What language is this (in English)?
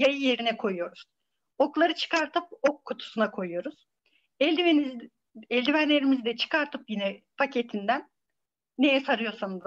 Turkish